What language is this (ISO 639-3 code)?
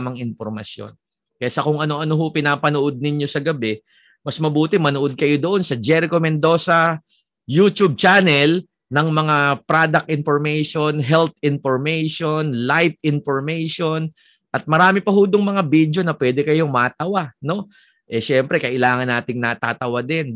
fil